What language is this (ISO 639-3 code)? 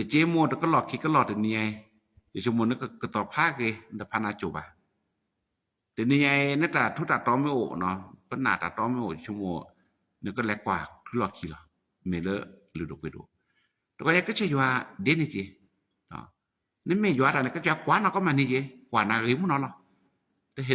ksw